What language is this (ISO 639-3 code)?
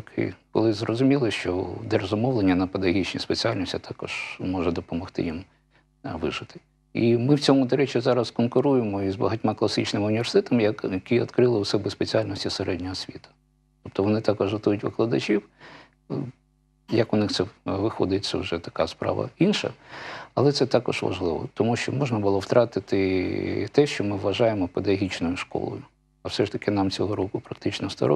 ukr